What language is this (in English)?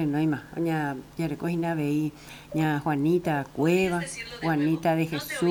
Guarani